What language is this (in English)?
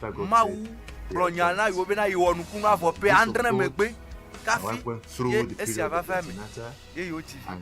Ewe